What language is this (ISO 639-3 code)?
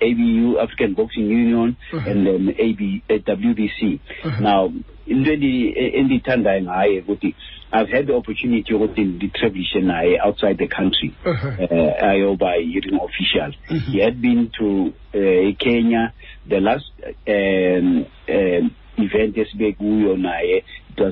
xho